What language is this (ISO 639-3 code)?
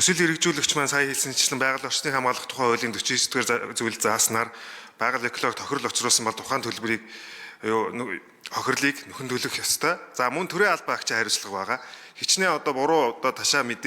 mon